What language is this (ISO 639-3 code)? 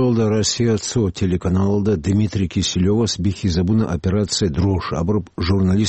ava